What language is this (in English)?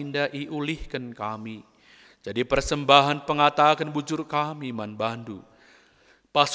Batak Karo